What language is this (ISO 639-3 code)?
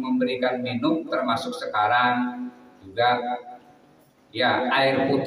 ind